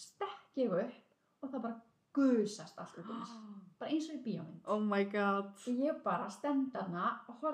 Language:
Icelandic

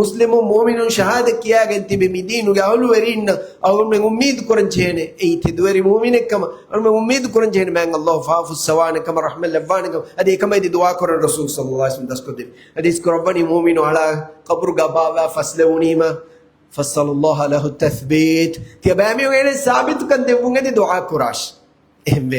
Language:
Divehi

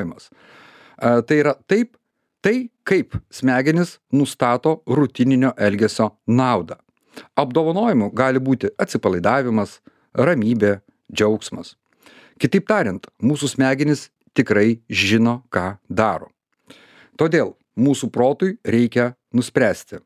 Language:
Lithuanian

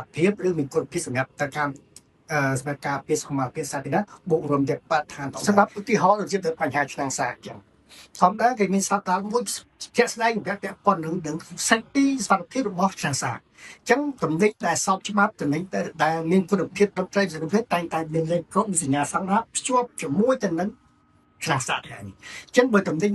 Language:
Khmer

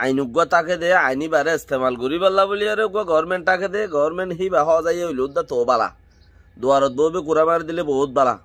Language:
Rohingya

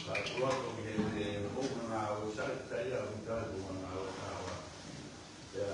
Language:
Tongan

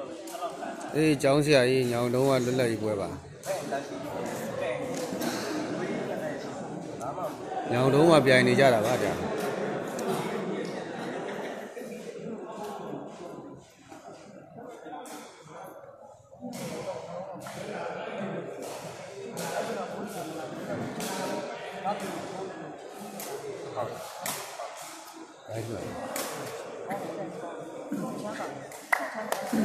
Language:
Burmese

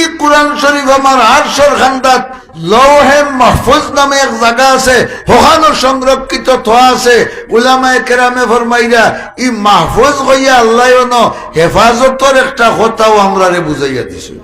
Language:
Sylheti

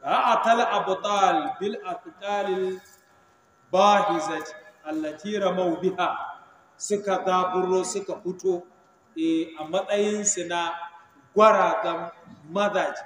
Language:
Hausa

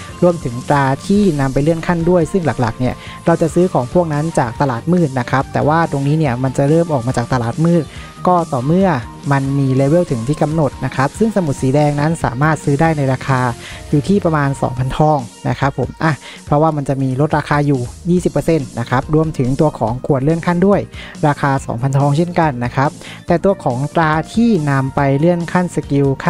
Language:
Thai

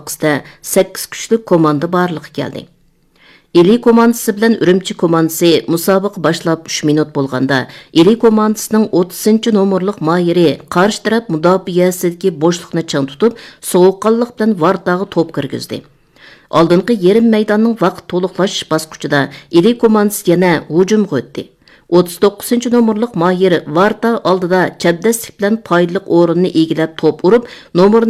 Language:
Uyghur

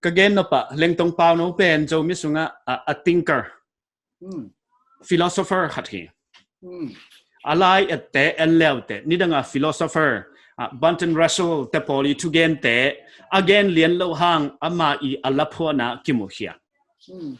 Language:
Paite Chin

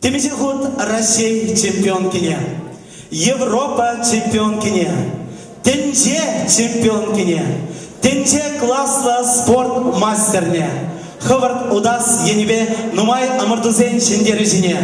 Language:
Chuvash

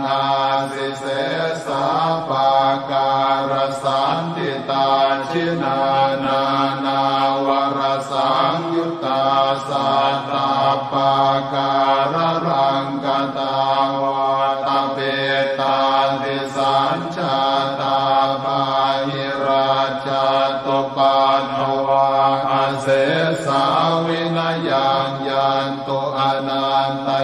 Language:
Pali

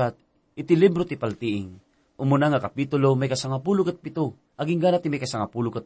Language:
Iloko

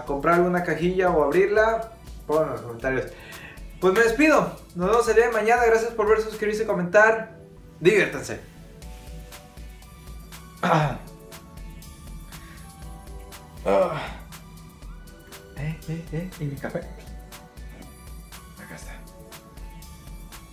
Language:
Spanish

